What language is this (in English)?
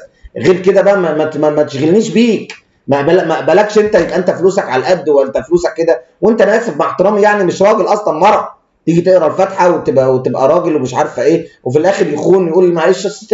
Egyptian Arabic